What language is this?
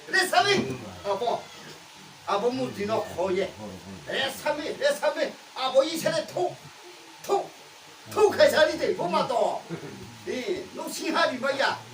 Riang (India)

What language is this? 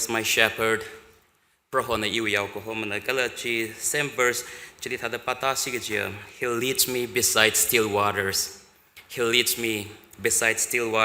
Tangkhul Naga (India)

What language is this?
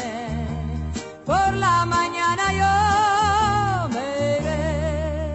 Spanish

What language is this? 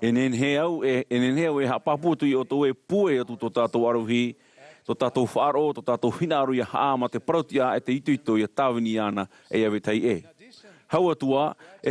Tahitian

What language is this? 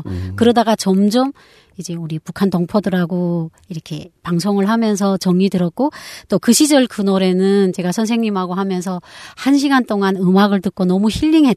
Korean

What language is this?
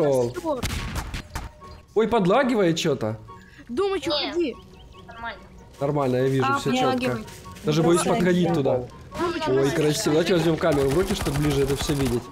Russian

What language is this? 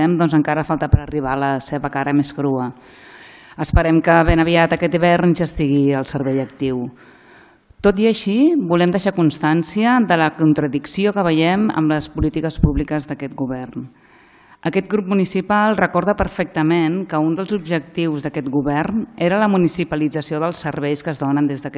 Catalan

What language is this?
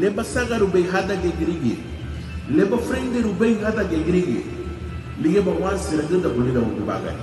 Garifuna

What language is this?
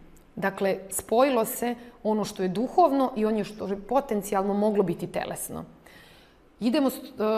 Serbian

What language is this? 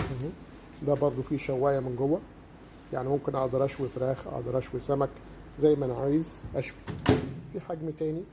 Egyptian Arabic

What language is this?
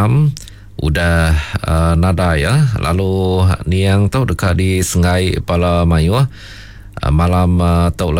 Iban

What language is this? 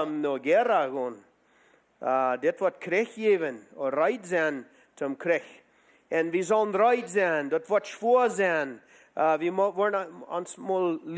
Plautdietsch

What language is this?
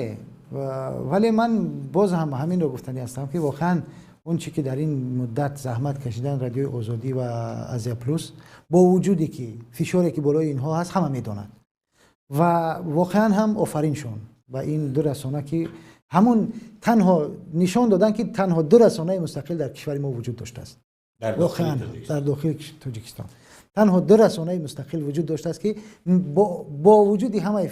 Tajik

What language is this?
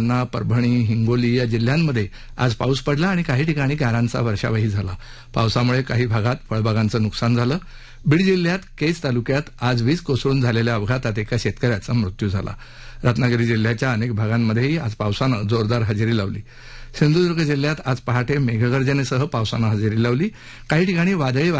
Marathi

